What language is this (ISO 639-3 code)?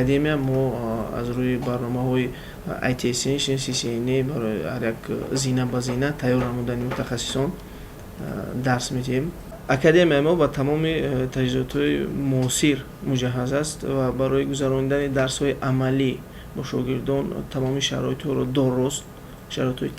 tgk